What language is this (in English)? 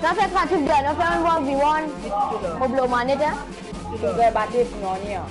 Morisyen